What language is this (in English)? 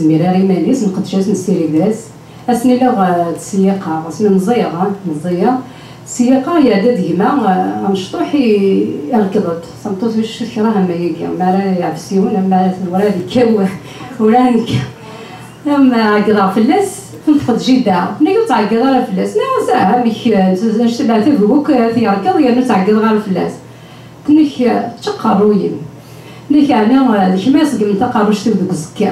Kabyle